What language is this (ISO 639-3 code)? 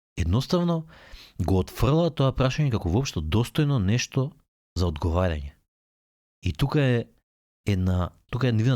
mkd